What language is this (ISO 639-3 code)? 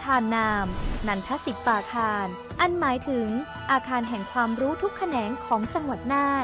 lhu